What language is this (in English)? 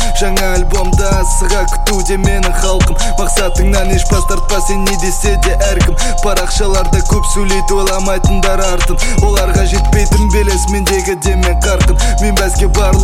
Kazakh